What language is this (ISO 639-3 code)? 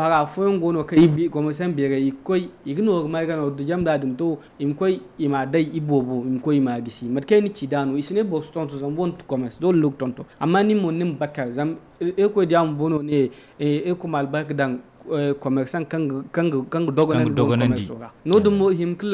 dje